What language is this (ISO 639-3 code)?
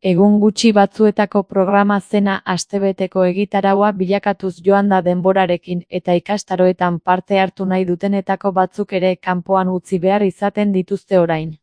eus